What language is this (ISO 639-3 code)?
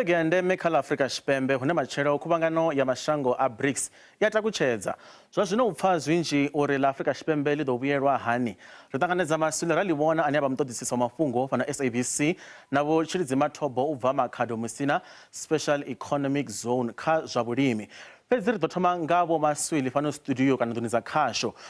ven